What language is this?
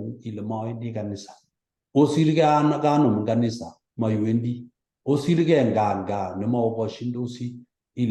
Kalenjin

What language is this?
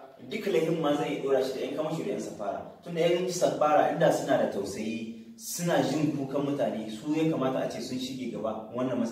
Hausa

